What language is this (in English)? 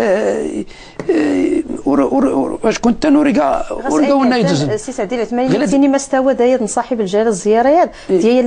Moroccan Arabic